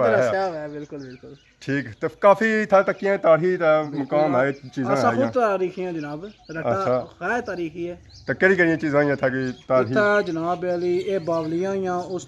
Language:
Pahari-Potwari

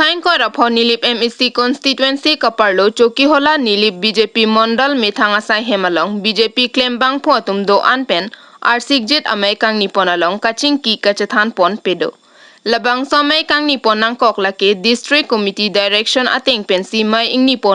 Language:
Karbi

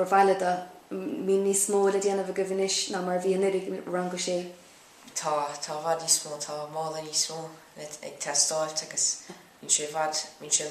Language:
Irish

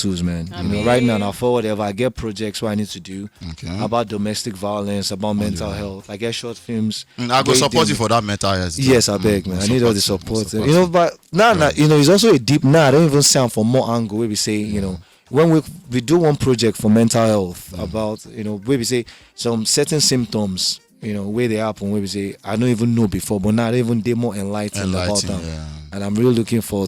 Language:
Nigerian Pidgin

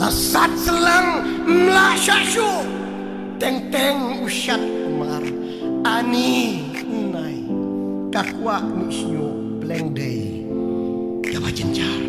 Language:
Khasi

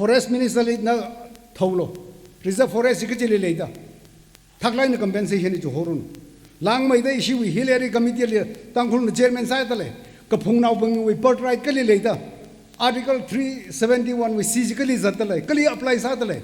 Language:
Tangkhul Naga (India)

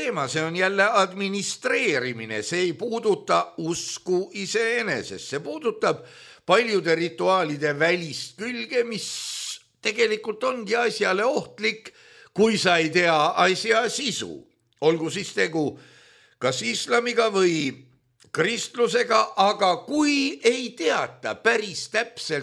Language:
Estonian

